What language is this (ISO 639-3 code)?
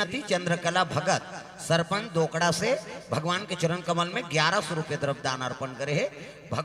hne